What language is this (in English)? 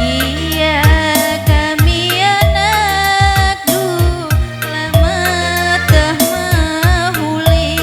Batak Karo